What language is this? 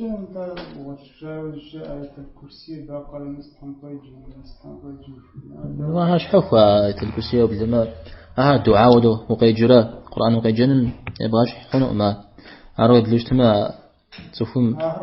Kabardian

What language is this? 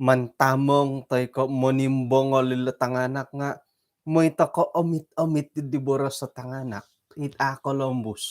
Central Dusun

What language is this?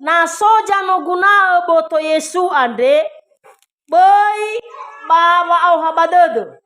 Nias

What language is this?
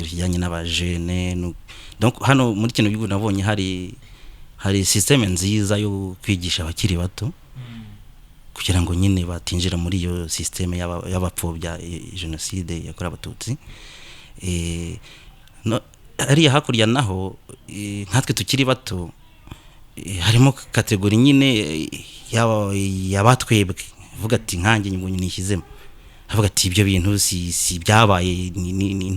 Kinyarwanda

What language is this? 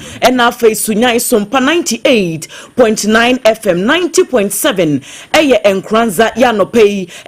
Akan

